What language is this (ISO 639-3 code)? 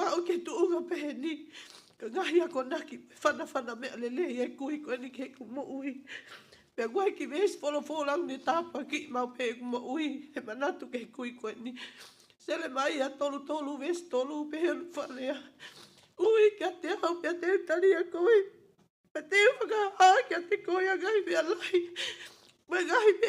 ton